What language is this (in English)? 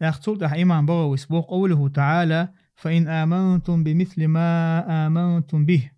Chechen